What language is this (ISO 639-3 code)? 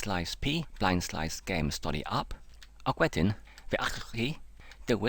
cym